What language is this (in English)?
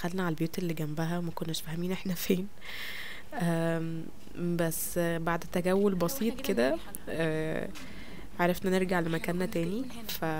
Egyptian Arabic